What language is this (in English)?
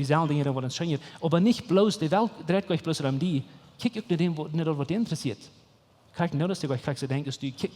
Plautdietsch